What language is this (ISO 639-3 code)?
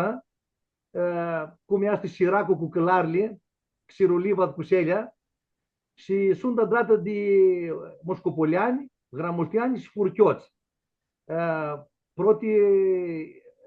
rup